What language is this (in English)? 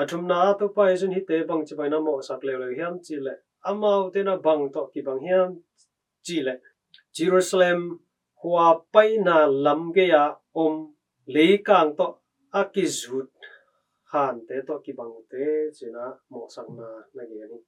Tedim Chin